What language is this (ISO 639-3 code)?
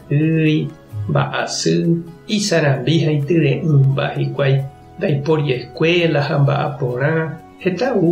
grn